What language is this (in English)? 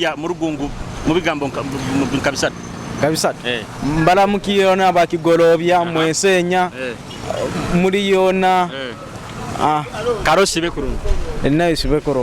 Nyoro